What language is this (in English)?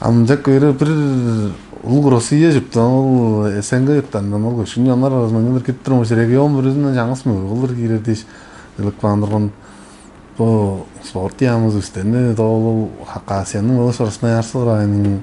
Tuvinian